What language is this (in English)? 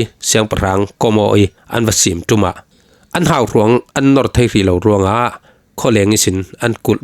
Falam Chin